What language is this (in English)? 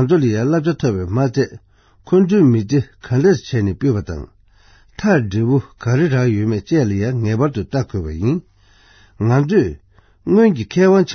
Tibetan